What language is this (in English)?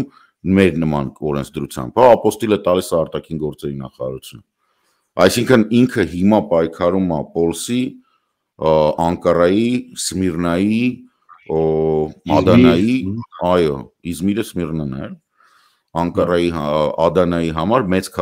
Armenian